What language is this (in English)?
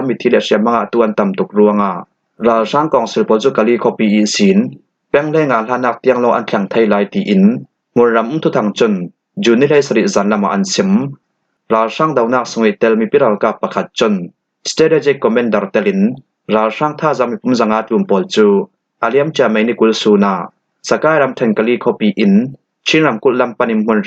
Falam Chin